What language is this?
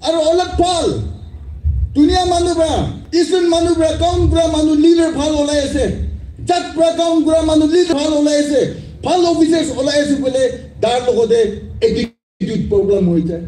Naga Pidgin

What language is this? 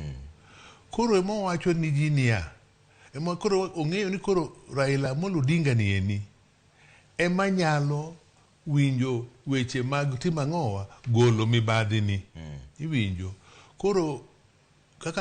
Luo (Kenya and Tanzania)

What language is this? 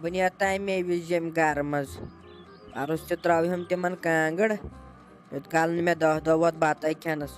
Kashmiri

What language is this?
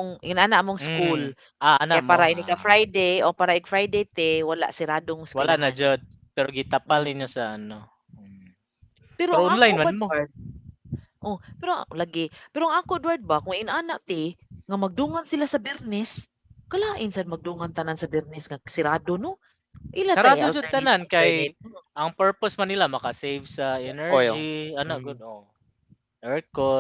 Cebuano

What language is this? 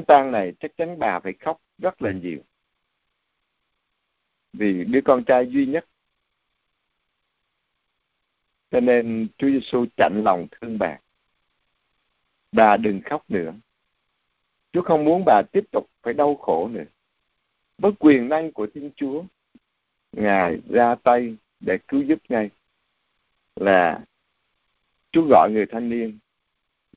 Vietnamese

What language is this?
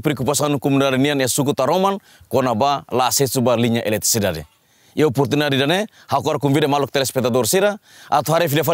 Tetum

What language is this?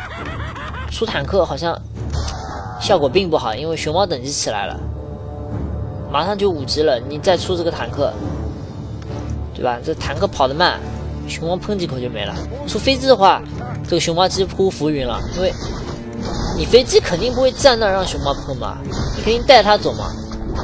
Chinese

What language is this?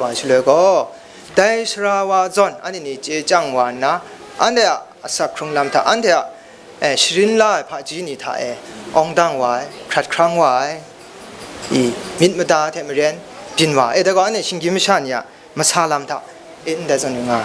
Kachin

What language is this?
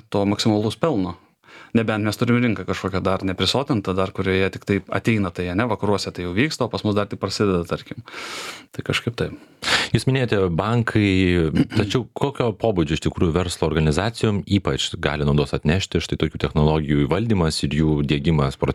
Lithuanian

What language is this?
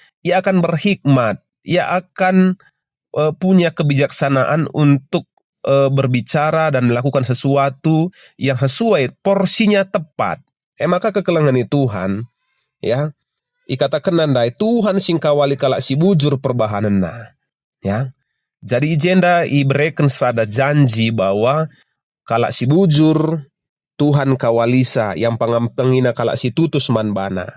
Batak Karo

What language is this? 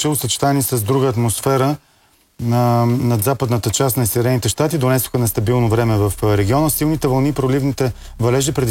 Bulgarian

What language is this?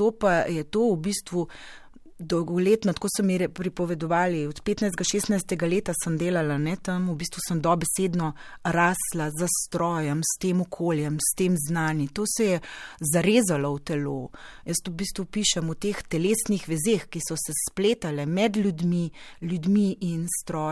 Slovenian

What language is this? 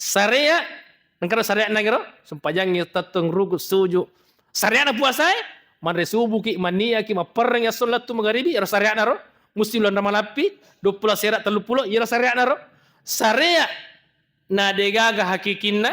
Buginese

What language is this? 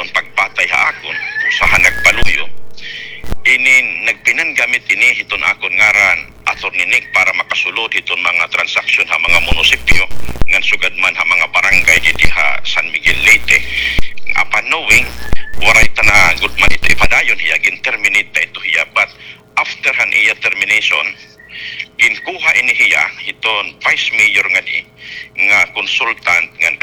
Waray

